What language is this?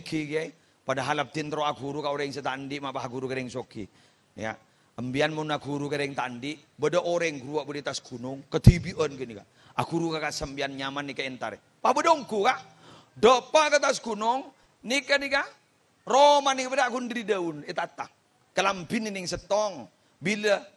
Madurese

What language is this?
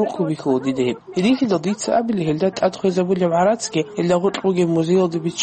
Avaric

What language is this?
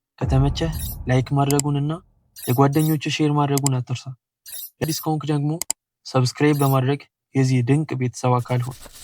Amharic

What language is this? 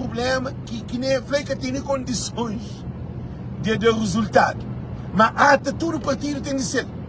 Kabuverdianu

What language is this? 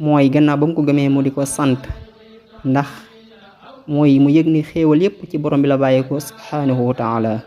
Wolof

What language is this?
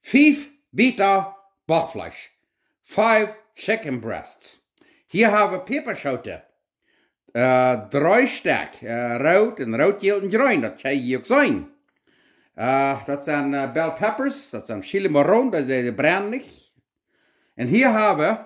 Plautdietsch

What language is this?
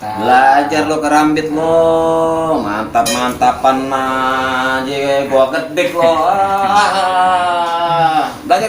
Betawi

